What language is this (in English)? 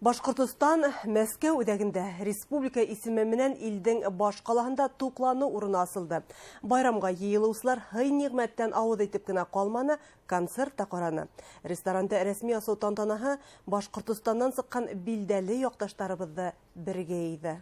Bashkir